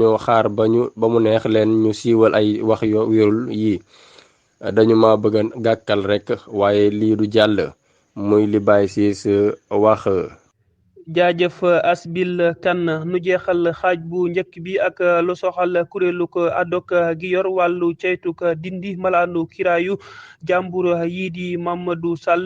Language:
Wolof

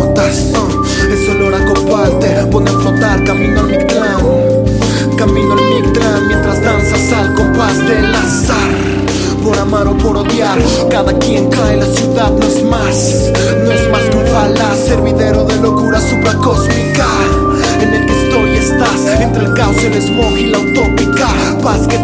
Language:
Spanish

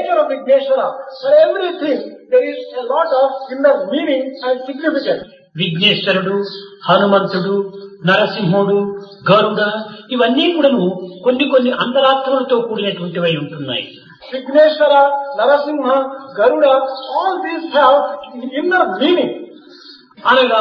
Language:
Telugu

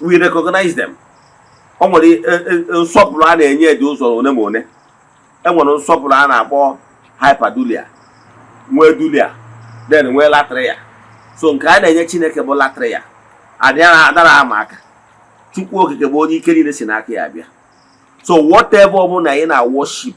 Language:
Igbo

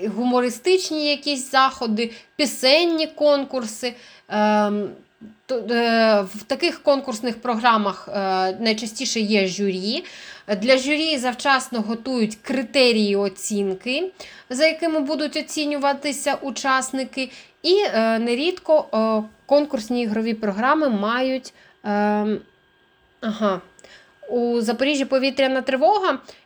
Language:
Ukrainian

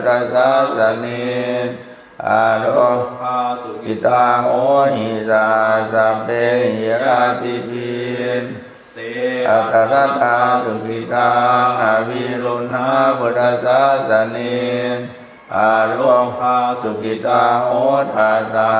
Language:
Pali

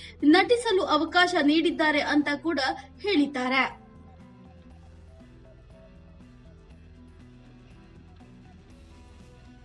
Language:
Kannada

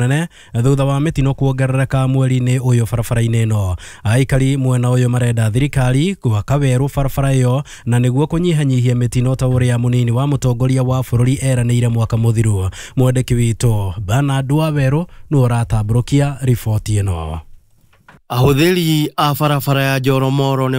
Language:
Kikuyu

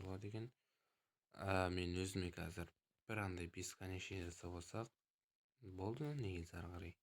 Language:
Kazakh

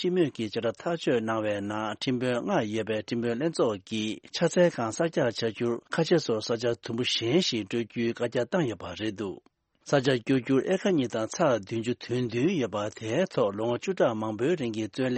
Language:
Tibetan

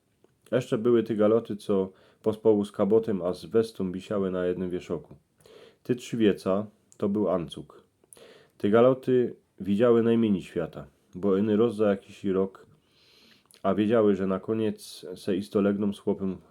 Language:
Silesian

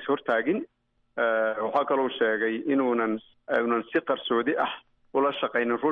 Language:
Somali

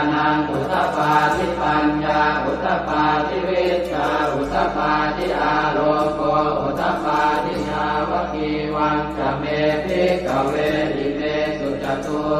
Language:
Pali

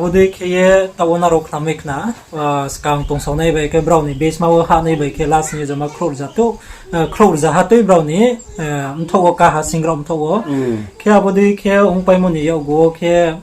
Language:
Riang (India)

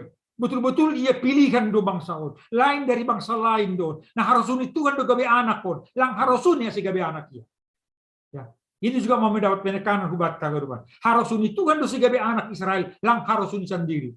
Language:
Batak Simalungun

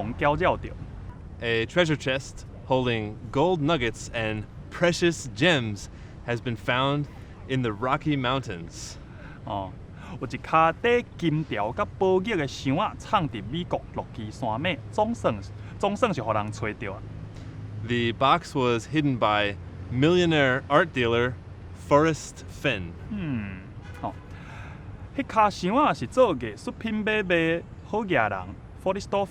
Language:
Min Nan Chinese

